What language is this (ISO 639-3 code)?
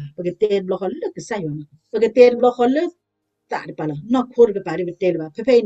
ksw